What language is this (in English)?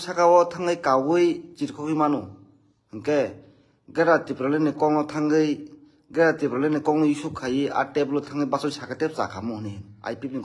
Kok Borok